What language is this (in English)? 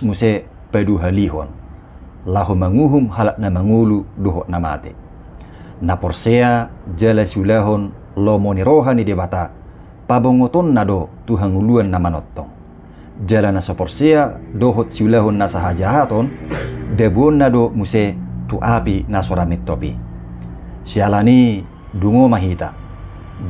Batak Toba